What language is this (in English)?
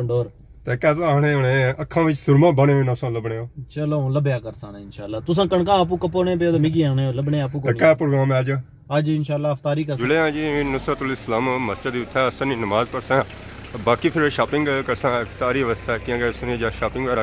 Pahari-Potwari